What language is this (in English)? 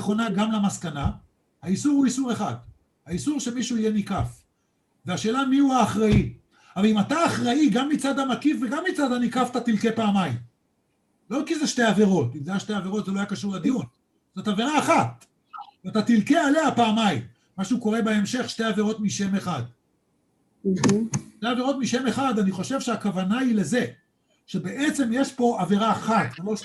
Hebrew